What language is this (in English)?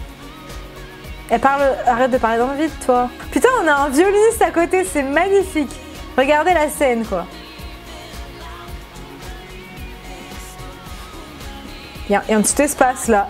French